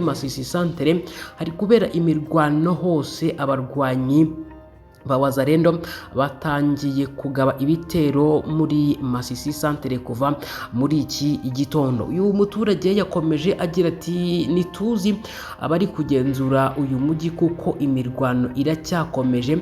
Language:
Kinyarwanda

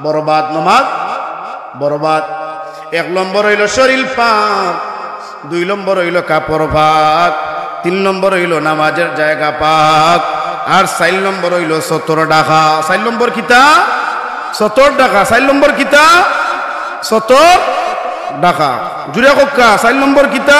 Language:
Sylheti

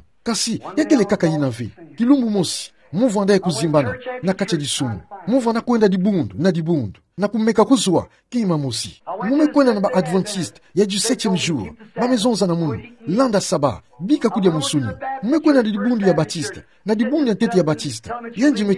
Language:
Kituba (Democratic Republic of Congo)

